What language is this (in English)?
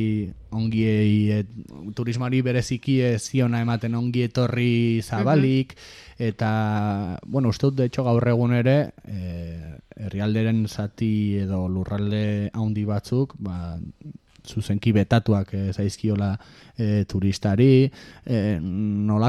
Basque